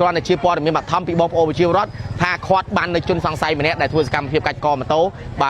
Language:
Khmer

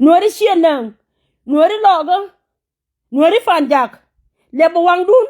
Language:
Nuer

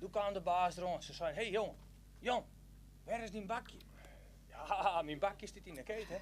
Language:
Western Frisian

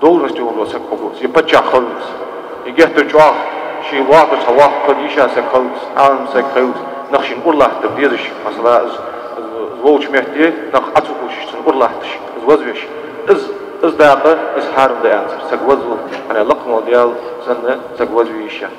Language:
Ingush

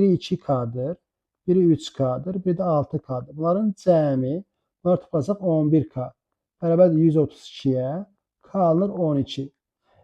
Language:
Azerbaijani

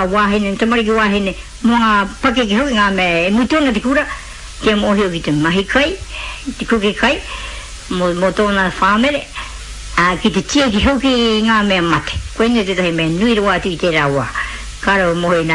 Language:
Māori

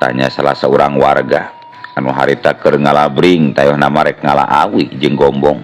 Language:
Sundanese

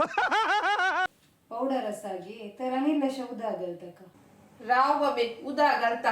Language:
Konkani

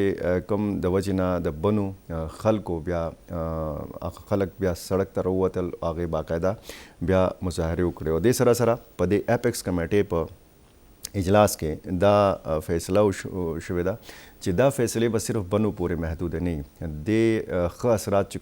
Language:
Pashto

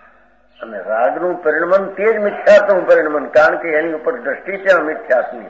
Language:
Gujarati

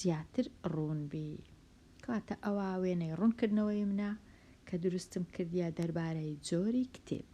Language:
Central Kurdish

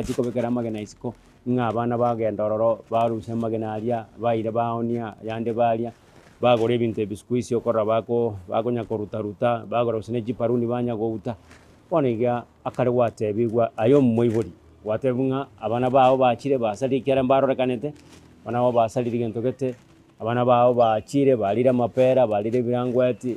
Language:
Gusii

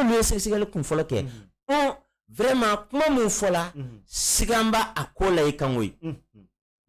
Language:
Bambara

